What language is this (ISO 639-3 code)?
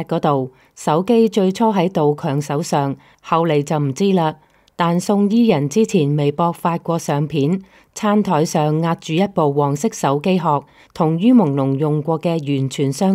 yue